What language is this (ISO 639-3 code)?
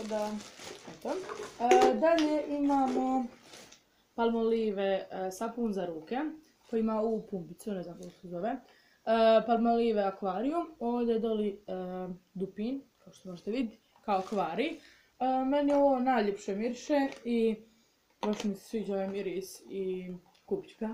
hrv